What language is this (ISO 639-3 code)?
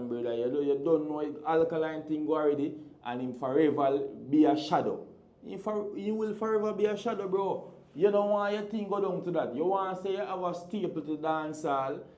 jam